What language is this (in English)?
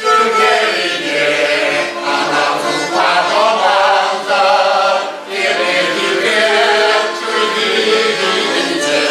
Chuvash